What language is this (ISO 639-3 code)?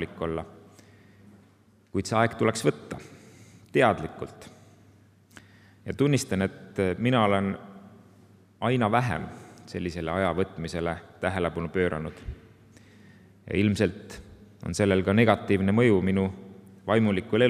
est